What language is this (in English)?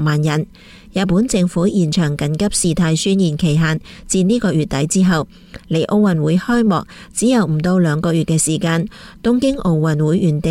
Cantonese